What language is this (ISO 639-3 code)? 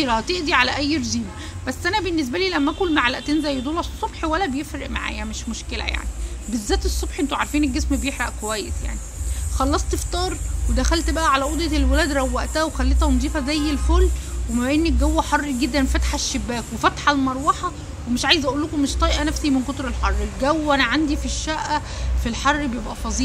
arz